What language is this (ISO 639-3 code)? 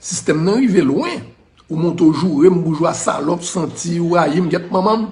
hat